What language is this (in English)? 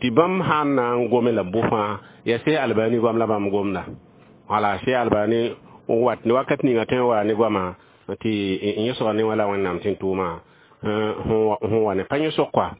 Mossi